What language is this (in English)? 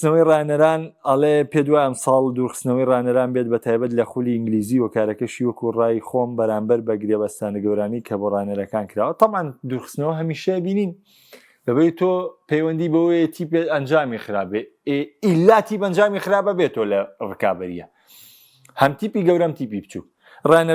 Central Kurdish